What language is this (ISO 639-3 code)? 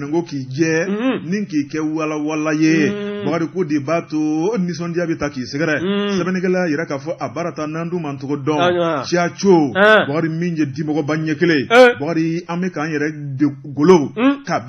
bam